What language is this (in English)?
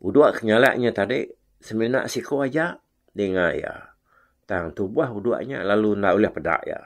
Iban